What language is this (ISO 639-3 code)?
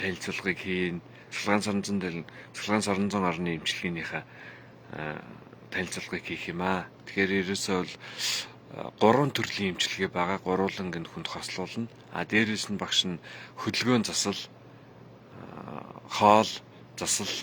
mon